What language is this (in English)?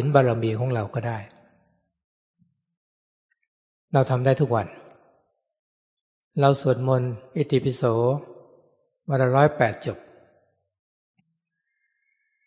Thai